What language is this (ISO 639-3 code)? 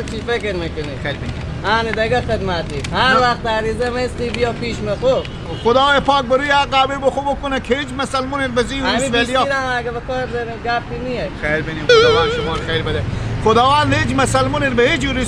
fas